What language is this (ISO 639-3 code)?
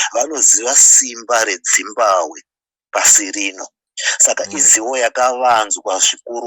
sna